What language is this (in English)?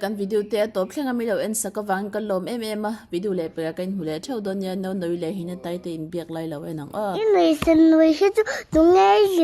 Mizo